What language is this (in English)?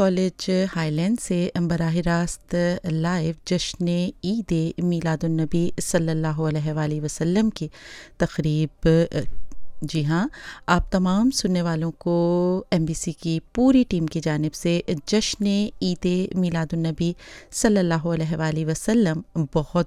Urdu